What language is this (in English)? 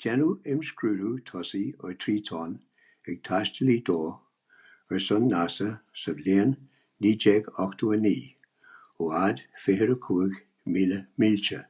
Irish